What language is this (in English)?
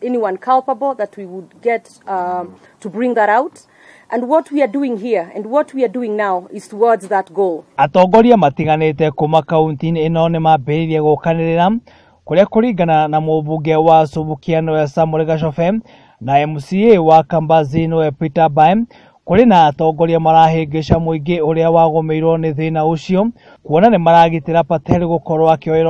Kikuyu